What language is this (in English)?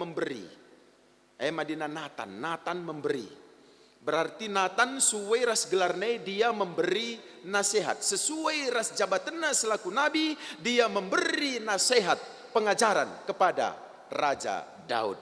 Batak Karo